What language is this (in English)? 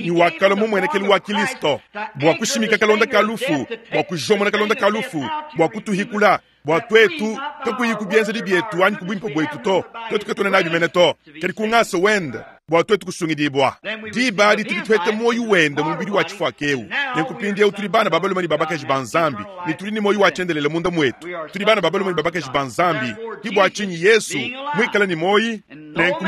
Luba-Lulua